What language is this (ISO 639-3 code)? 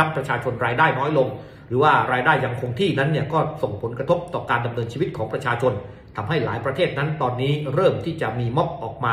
tha